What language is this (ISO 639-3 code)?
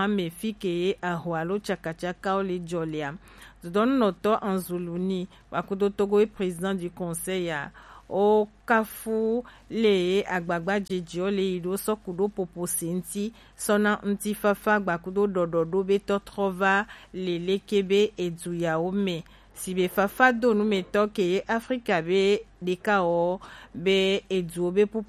gej